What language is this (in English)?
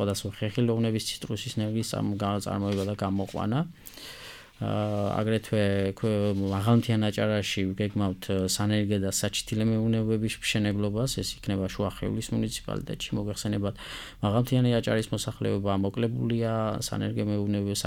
Georgian